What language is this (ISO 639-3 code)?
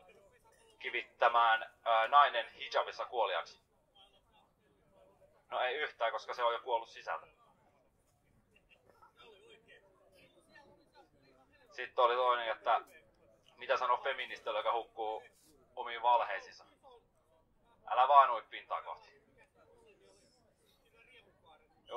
fin